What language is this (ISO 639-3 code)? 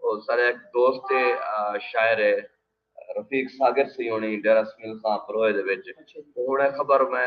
skr